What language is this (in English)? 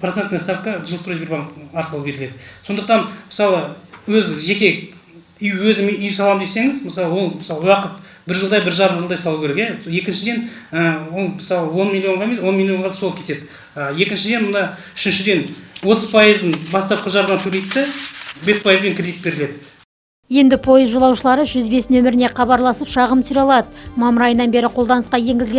Kazakh